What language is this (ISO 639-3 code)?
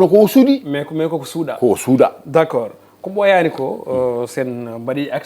ful